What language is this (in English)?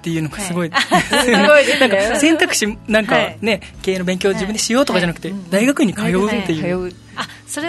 Japanese